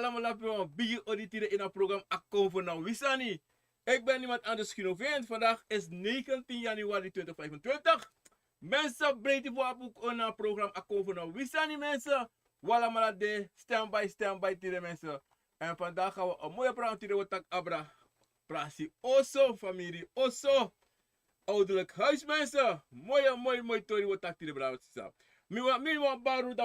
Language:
Sranan Tongo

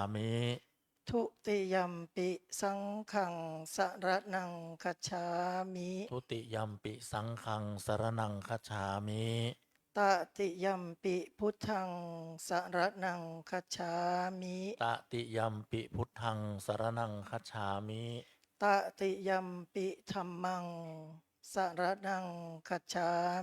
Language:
Pali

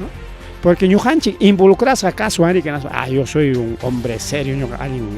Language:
Ayacucho Quechua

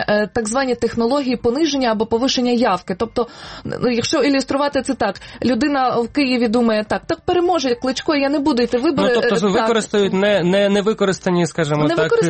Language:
Ukrainian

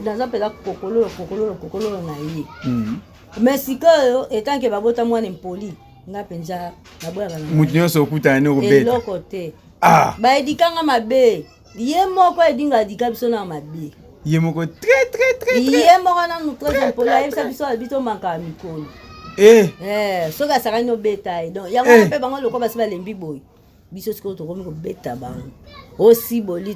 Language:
Lingala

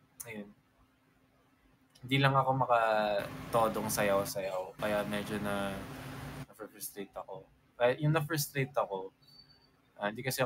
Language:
Filipino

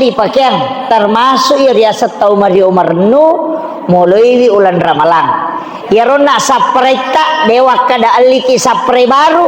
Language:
Buginese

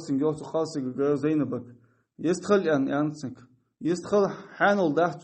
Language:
Ingush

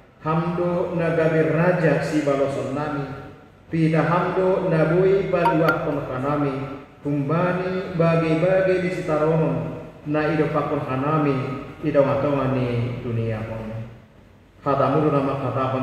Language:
Batak Simalungun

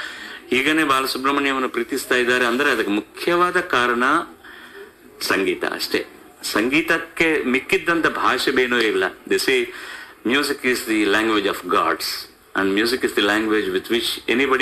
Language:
Kannada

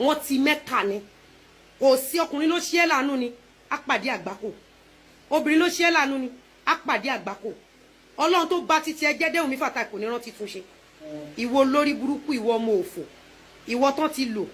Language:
Yoruba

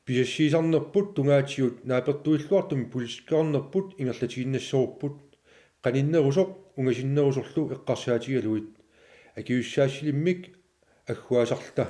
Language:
Kalaallisut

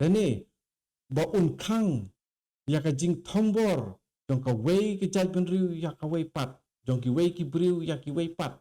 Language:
Khasi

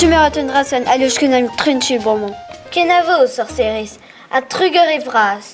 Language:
Breton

